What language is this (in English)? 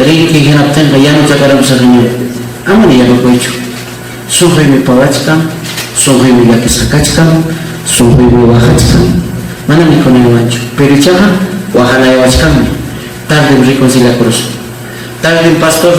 Ayacucho Quechua